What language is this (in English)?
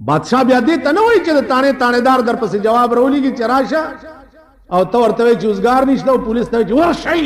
Pashto